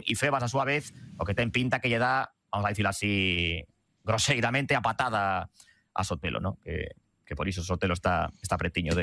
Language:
Galician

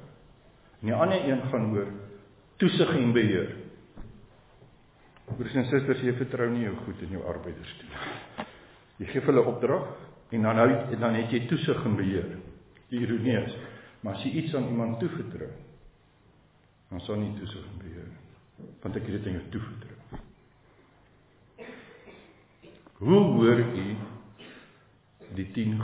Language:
Afrikaans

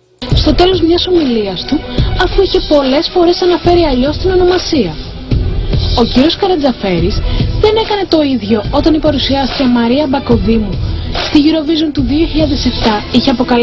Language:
Greek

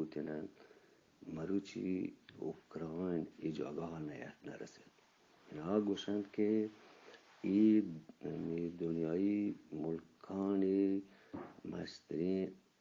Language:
Eastern Balochi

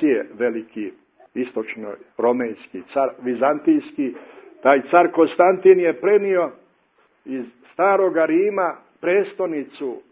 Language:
Serbian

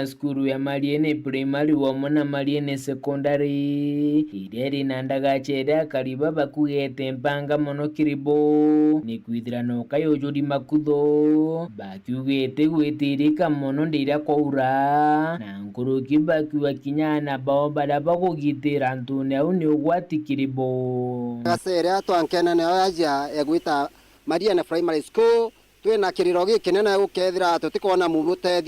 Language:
Meru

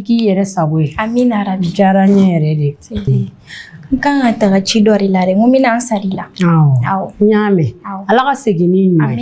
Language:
Bambara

